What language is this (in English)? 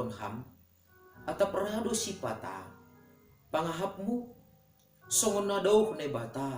Batak Simalungun